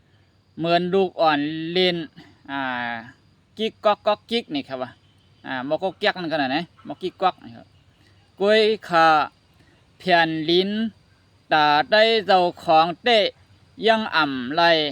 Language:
Shan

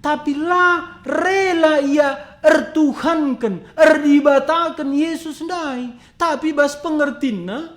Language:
Batak Karo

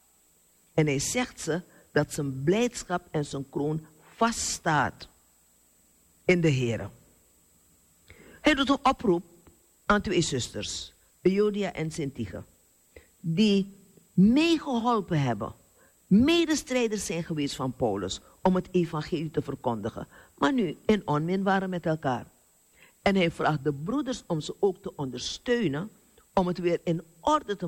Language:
Dutch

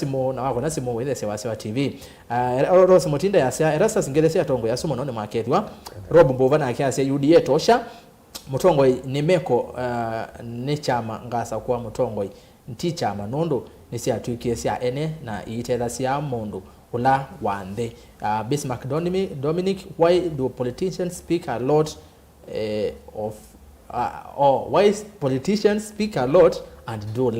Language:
Kamba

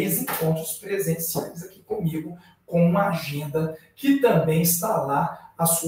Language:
Portuguese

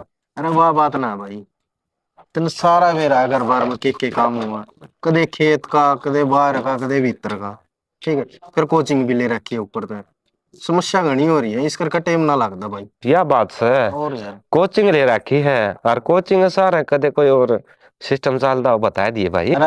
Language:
Haryanvi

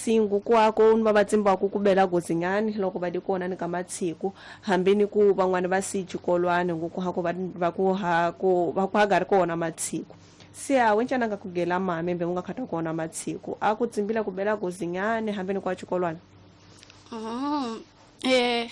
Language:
Tsonga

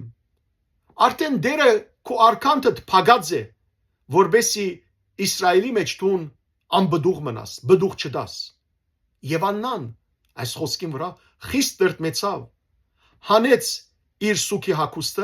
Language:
Western Armenian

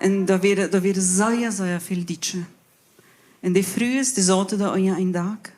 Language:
Plautdietsch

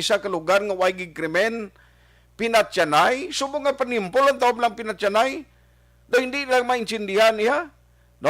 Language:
Hiligaynon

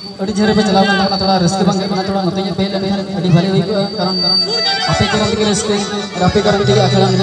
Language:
Santali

